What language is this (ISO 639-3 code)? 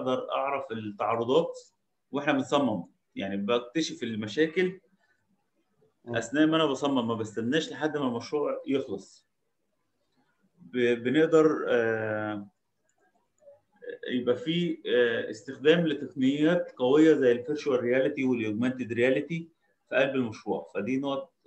arz